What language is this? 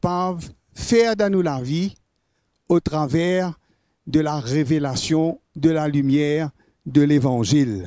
Morisyen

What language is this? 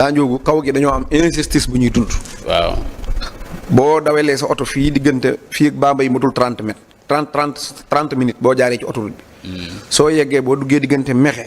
Wolof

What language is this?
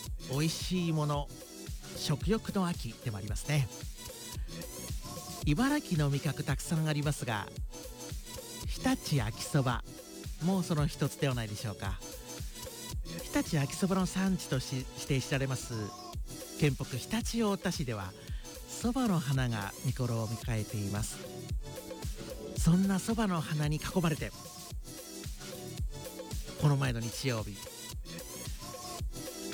Japanese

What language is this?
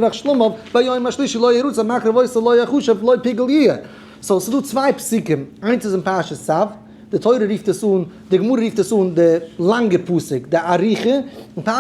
Yiddish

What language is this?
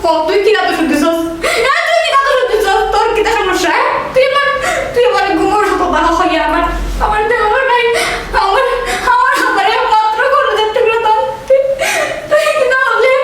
Sylheti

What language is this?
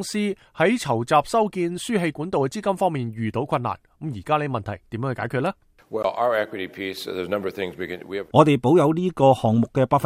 Cantonese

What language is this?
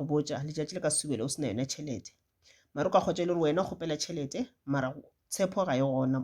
Northern Sotho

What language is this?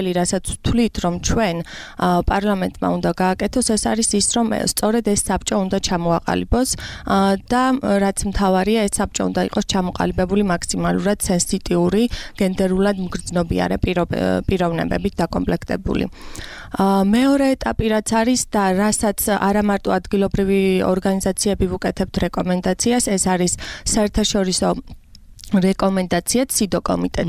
Georgian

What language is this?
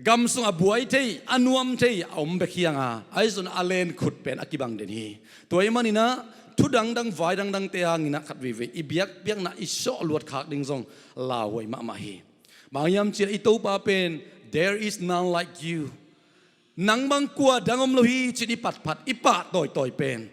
Tedim Chin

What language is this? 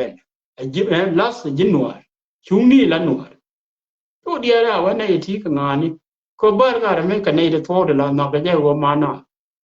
Nuer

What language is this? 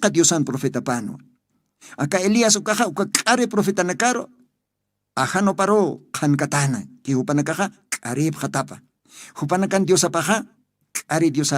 Aymara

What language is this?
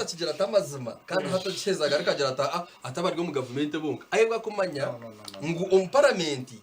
Nyankole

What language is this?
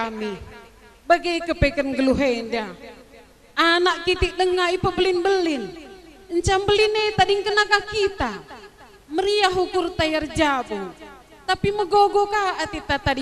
Batak Karo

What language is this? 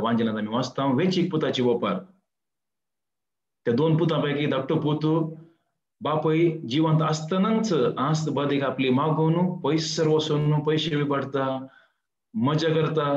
Konkani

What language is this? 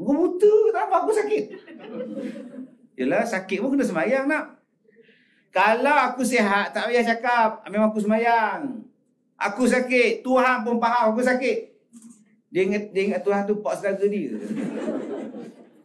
Malay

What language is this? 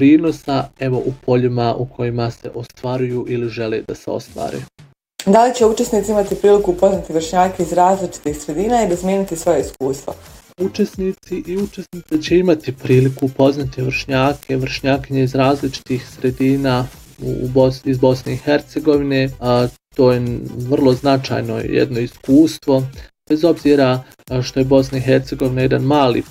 Bosnian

